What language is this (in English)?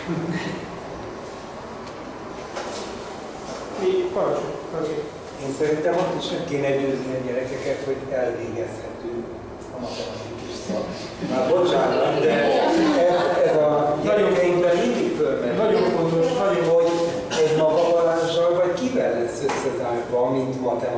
Hungarian